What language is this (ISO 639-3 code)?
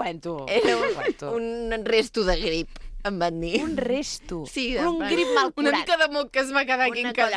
cat